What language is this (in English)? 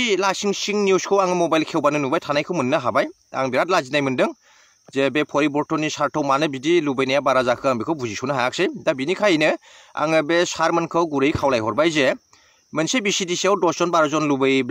Bodo